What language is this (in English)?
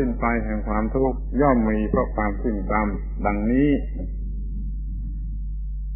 Thai